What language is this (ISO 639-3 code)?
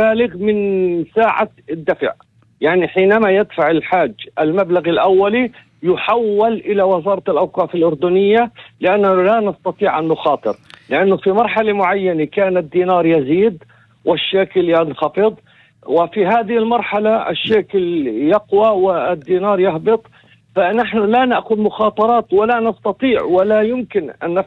apc